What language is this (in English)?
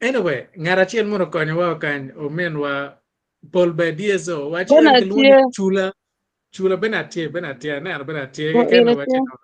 Acoli